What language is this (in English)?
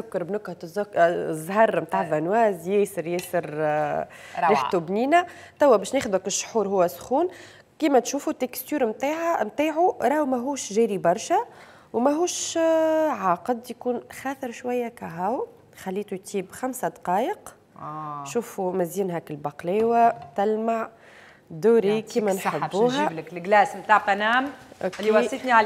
Tunisian Arabic